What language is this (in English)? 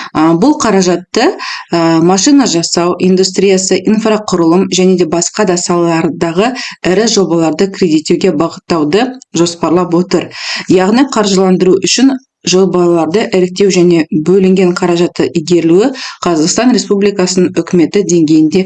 Kazakh